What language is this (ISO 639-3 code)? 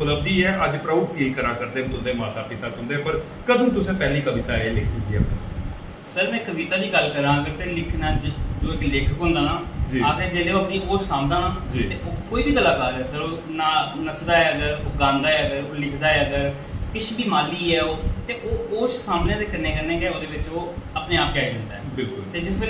doi